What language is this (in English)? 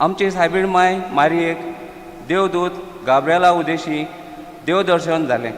Konkani